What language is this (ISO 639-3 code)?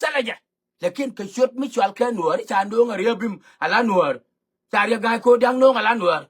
nus